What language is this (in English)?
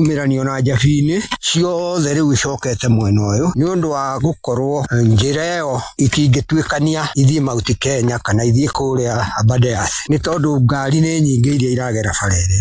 Kikuyu